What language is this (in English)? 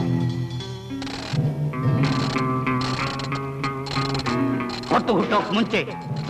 Kannada